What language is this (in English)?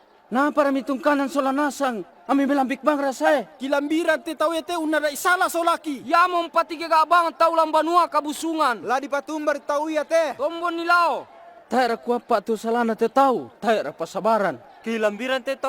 Toraja-Sa'dan